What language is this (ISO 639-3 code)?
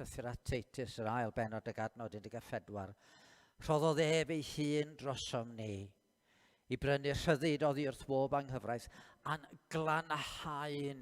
cym